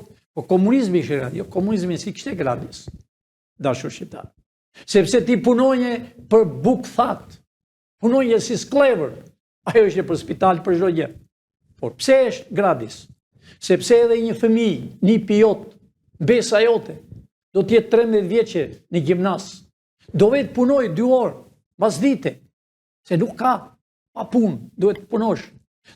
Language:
Albanian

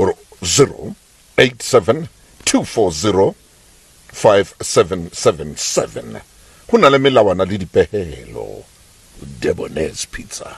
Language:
Southern Sotho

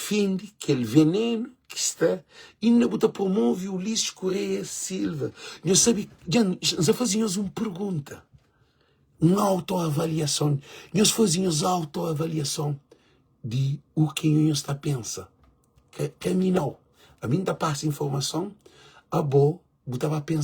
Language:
Kabuverdianu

